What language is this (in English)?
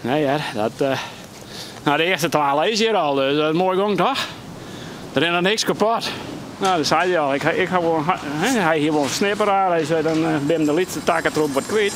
Western Frisian